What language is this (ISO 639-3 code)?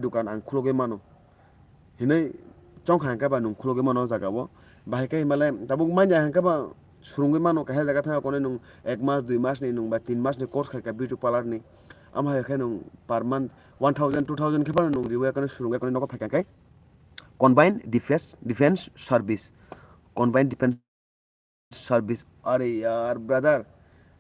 trp